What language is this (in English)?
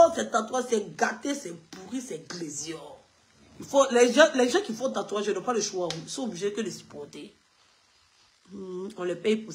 French